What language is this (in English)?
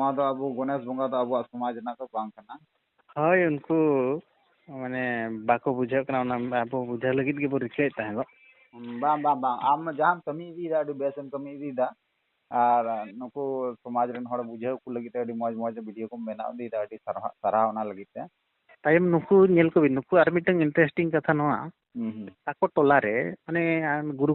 Santali